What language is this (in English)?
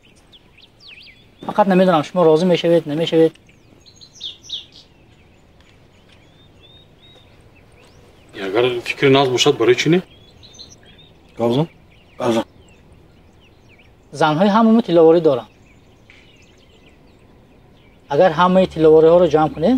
Persian